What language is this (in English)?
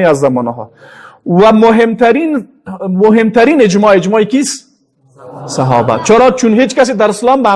Persian